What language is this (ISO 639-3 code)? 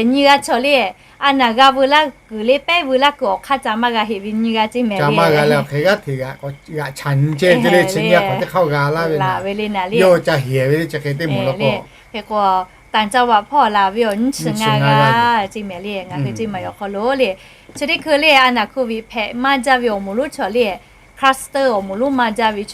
lhu